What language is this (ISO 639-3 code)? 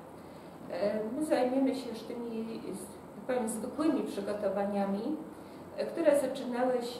pol